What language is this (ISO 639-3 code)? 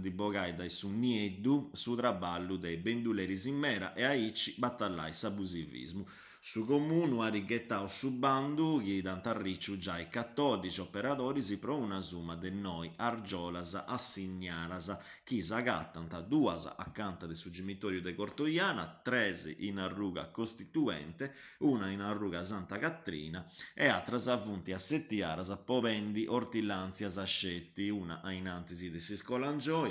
srd